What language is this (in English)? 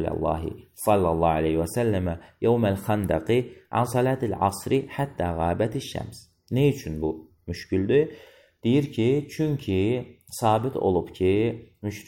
Azerbaijani